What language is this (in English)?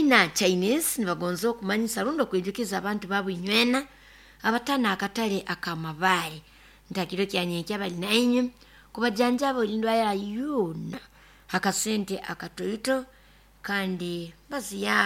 Nyoro